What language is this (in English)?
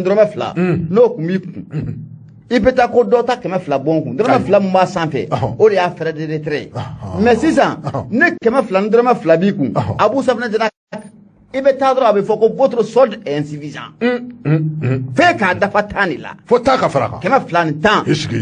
Bambara